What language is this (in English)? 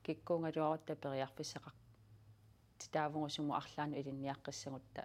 Kalaallisut